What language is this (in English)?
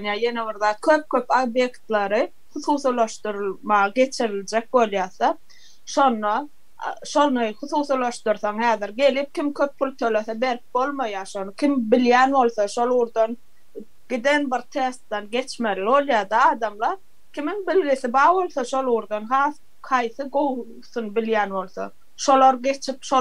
Turkmen